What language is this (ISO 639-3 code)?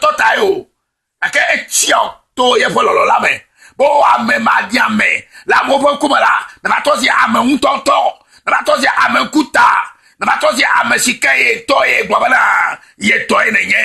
ewe